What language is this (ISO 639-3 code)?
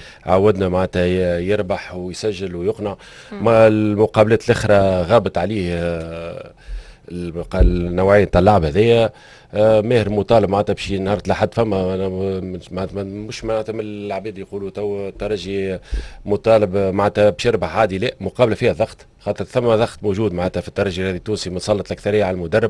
aeb